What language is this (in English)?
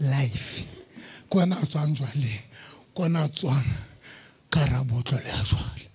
Southern Sotho